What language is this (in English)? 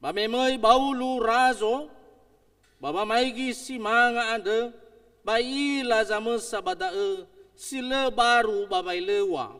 Nias